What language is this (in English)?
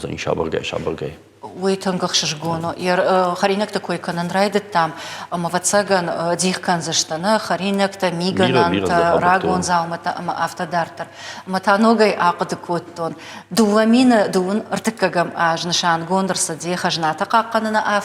Ossetic